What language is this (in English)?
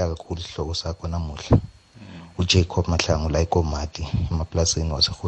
South Ndebele